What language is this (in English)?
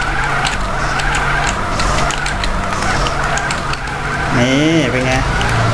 Thai